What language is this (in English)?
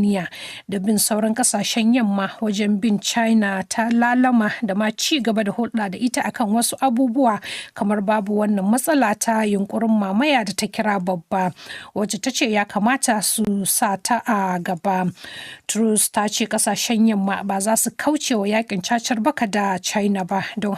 Hausa